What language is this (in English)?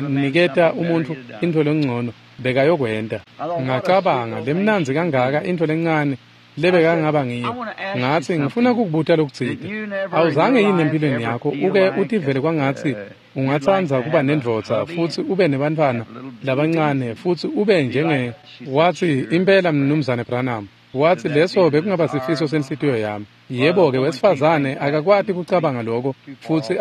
Swati